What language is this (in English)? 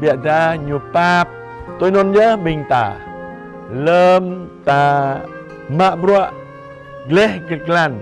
Jarai